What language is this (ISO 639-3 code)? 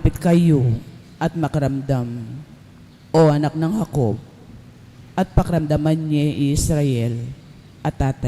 pam